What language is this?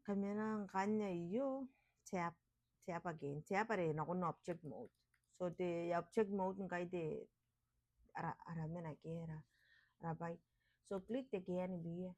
Gilbertese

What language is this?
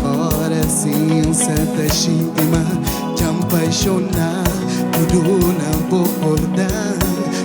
Kabuverdianu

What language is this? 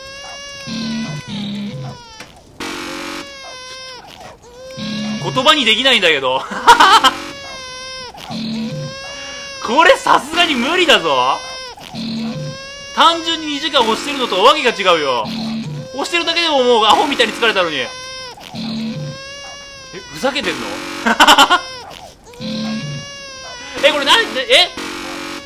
Japanese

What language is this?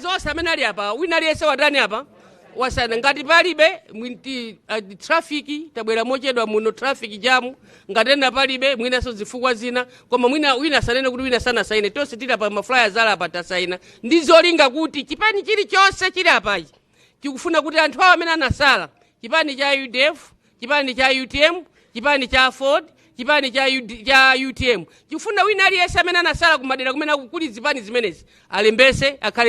Nyanja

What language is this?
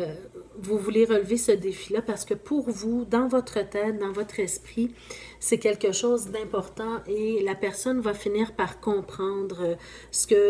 French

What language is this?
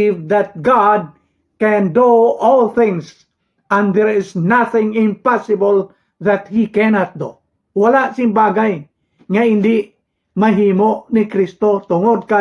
Hiligaynon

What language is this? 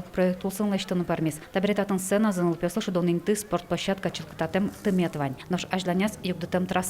Udmurt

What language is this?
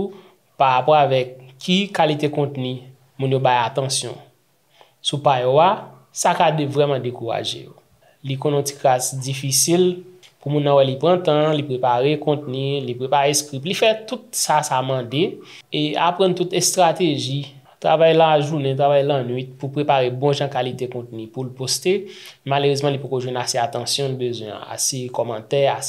Haitian Creole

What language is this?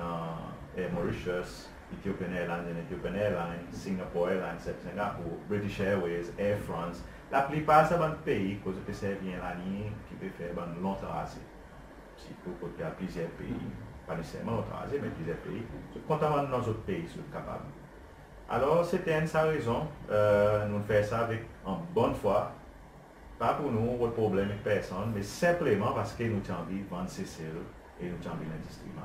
Seselwa Creole French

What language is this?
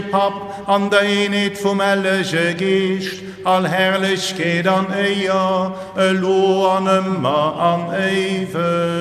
Luxembourgish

